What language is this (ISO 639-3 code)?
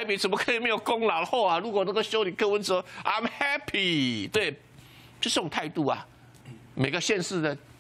zho